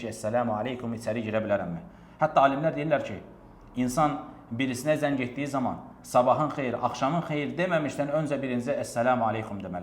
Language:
Azerbaijani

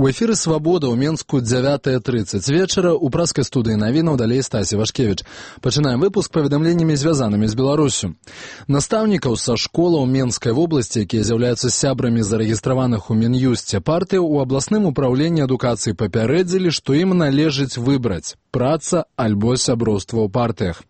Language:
Belarusian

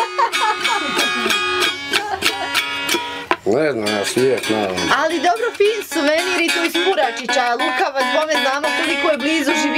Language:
Bosnian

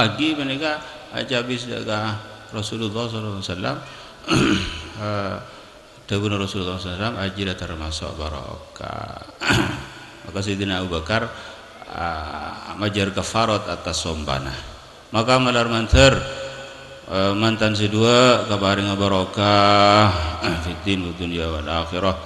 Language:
Madurese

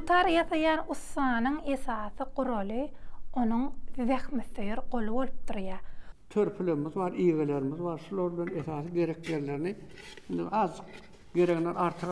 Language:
Turkmen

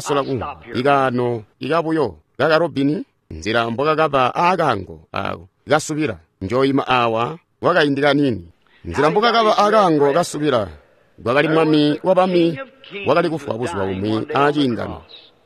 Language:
Tonga (Zambia)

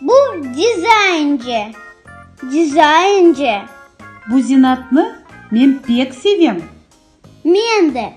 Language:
Crimean Tatar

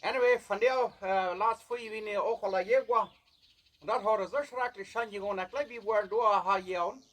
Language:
Plautdietsch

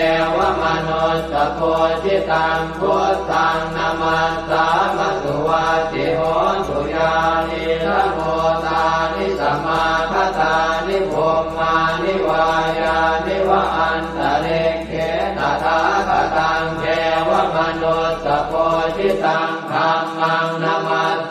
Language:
Pali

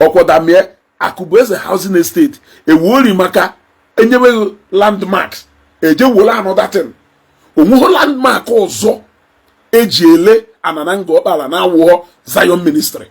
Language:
Igbo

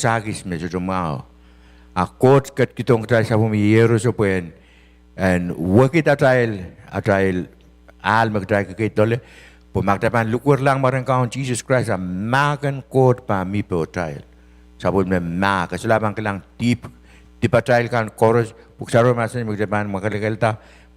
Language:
Pohnpeian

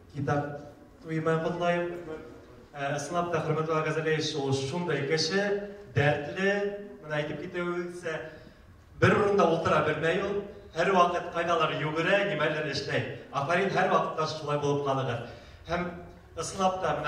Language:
Bashkir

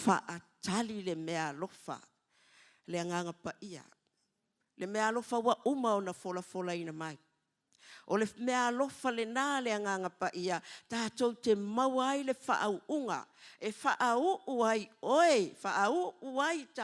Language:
Samoan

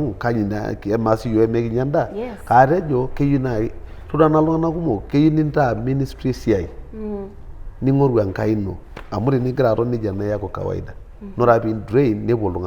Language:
Masai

